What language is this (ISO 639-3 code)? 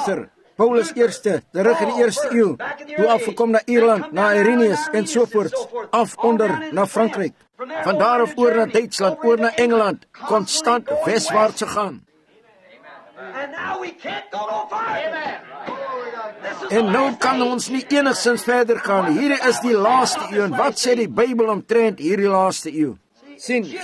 afr